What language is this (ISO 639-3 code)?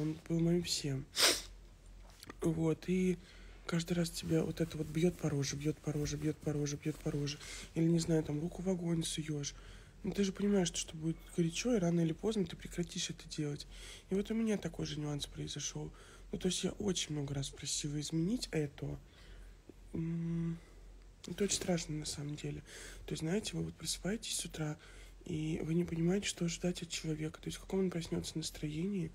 rus